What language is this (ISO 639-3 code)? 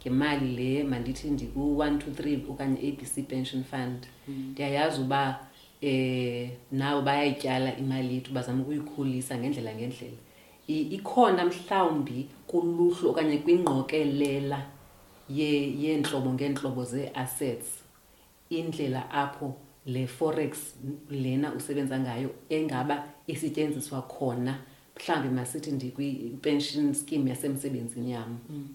xho